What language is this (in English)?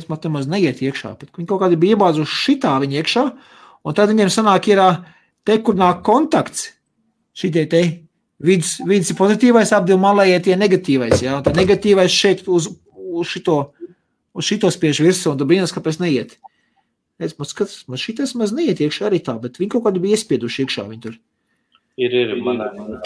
Latvian